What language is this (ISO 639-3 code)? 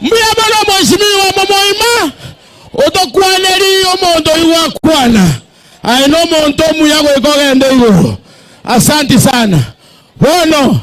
guz